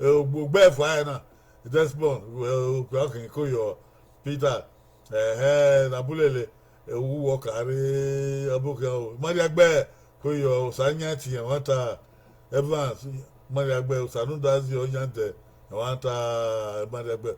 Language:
Bini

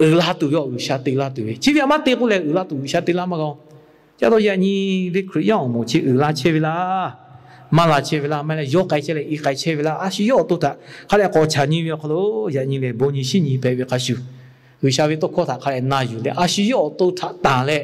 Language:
Lahu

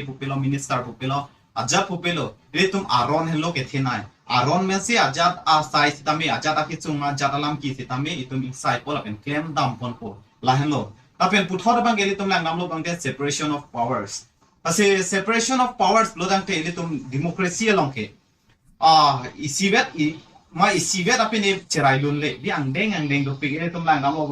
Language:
Karbi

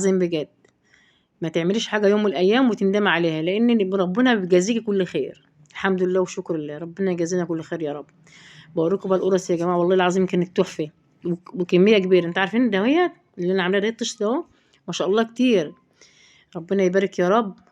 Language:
Egyptian Arabic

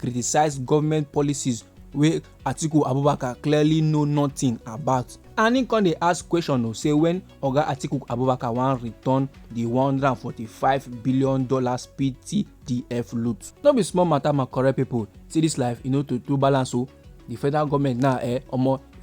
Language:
Nigerian Pidgin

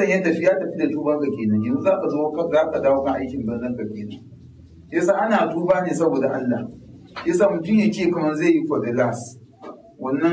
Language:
Hausa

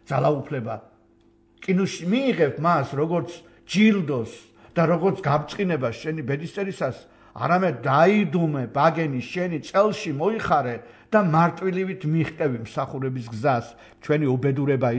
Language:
Georgian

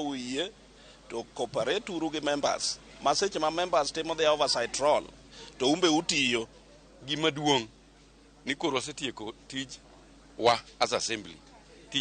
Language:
Luo (Kenya and Tanzania)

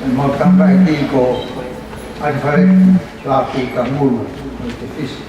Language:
Tongan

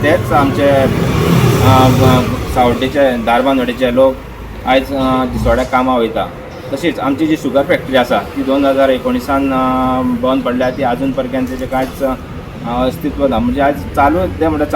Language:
Konkani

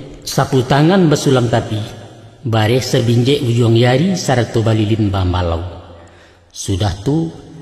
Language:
Minangkabau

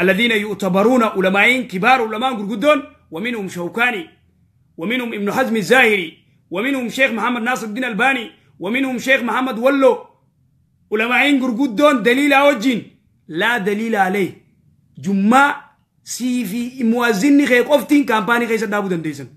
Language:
Oromo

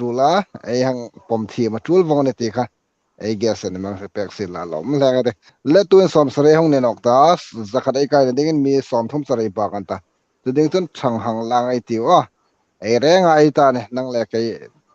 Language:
Hmar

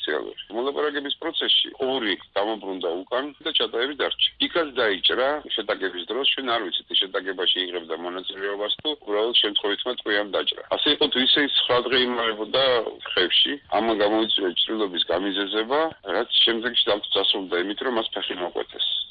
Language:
Georgian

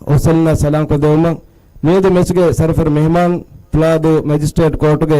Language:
Divehi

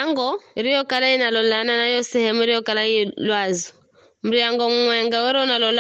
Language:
Giryama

